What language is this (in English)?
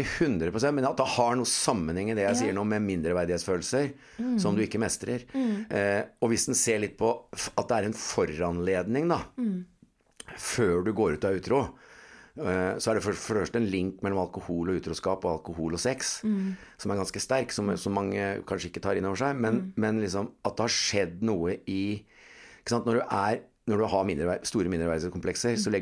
Norwegian